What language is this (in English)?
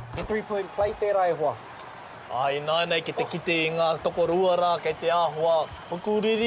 Māori